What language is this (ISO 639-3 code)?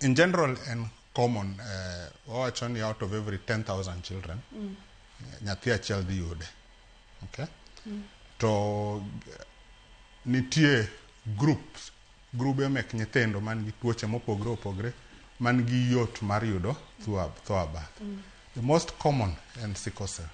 luo